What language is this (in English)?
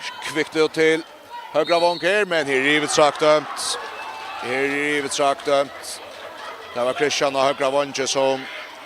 Faroese